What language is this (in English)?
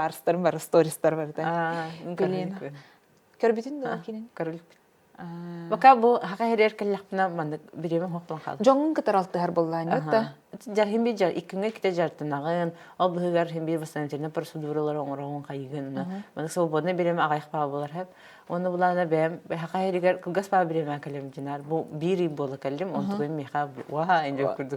Yakut